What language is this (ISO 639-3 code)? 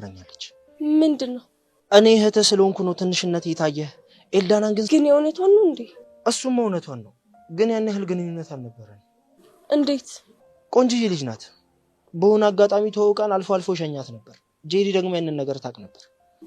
amh